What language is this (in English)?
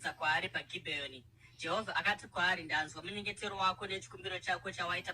Shona